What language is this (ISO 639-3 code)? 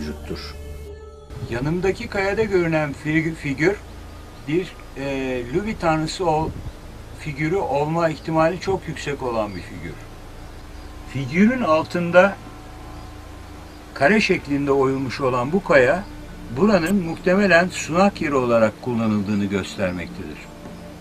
tur